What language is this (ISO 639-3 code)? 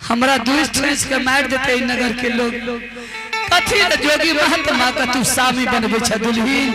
anp